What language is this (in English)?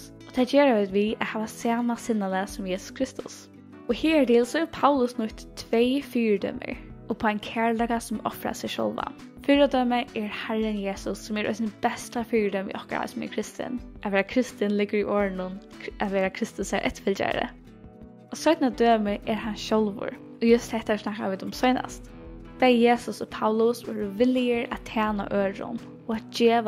Faroese